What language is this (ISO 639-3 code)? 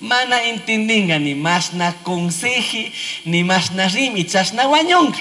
qug